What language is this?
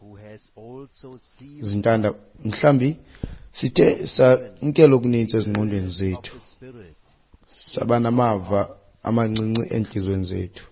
Xhosa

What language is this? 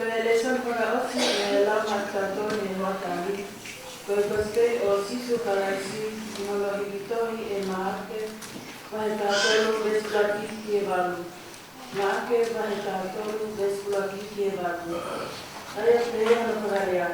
Tongan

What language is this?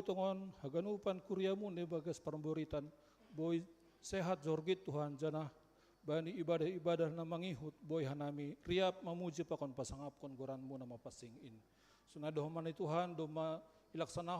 Batak Simalungun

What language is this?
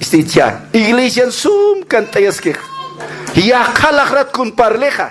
Aymara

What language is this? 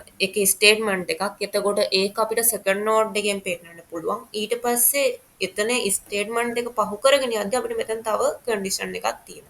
Sinhala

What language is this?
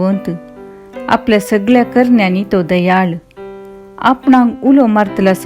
Konkani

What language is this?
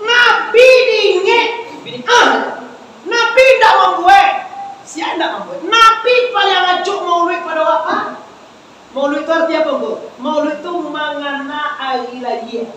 Minangkabau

